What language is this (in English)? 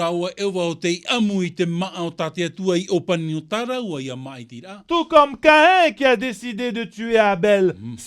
Tahitian